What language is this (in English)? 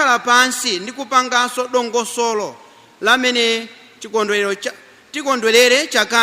Nyanja